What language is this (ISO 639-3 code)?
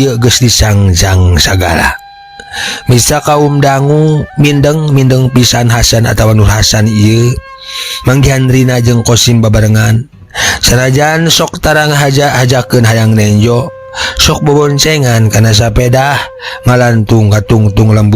sun